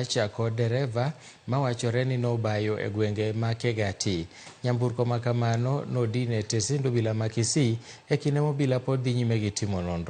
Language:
Luo (Kenya and Tanzania)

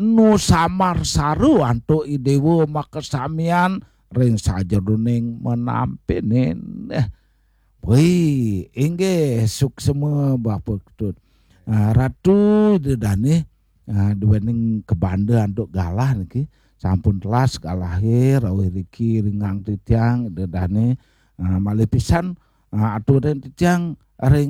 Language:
Balinese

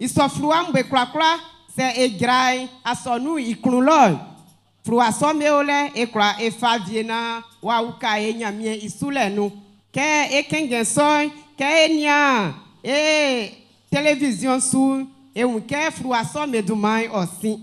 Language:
Baoulé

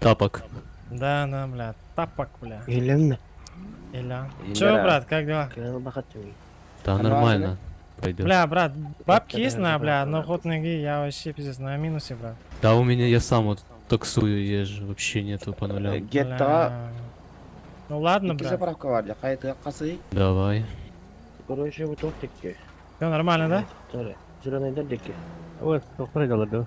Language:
Yakut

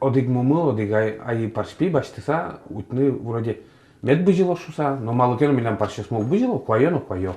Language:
Udmurt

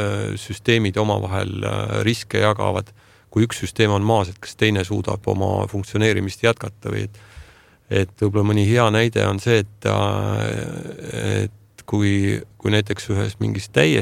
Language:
Estonian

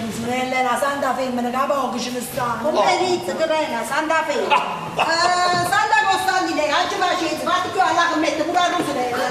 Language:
Neapolitan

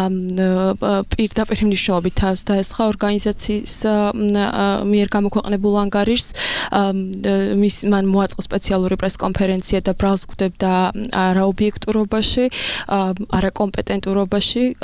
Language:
Georgian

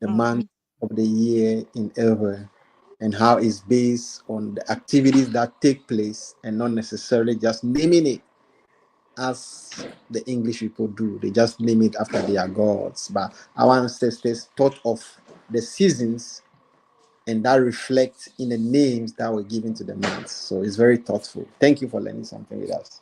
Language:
Ewe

